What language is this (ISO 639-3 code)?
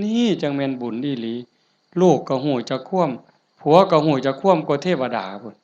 tts